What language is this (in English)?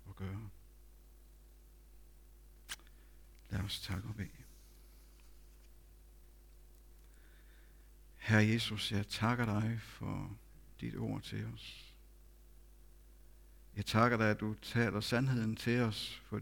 Danish